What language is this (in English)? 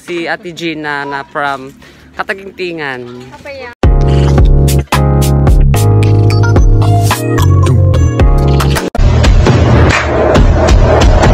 Filipino